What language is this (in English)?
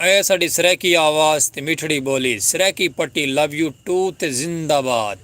Saraiki